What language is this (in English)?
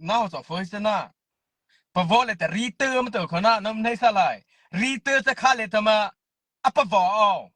Mara Chin